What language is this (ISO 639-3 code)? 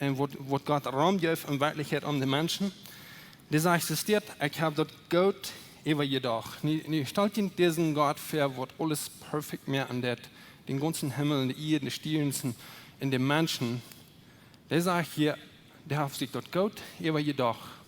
pdt